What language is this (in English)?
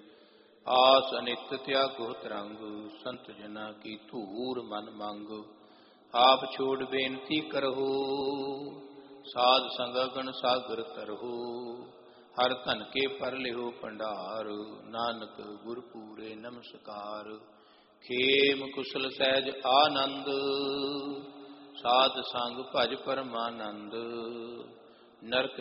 Punjabi